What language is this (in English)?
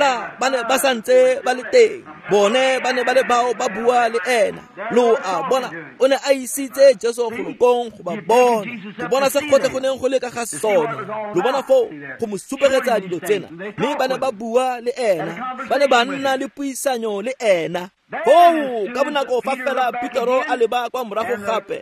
Tswana